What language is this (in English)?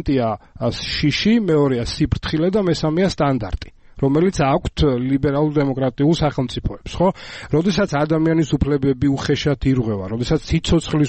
Georgian